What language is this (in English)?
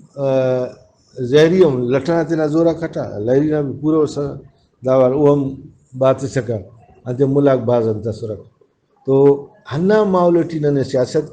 Brahui